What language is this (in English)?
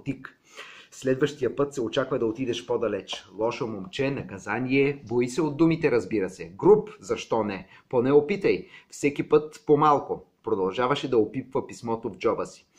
Bulgarian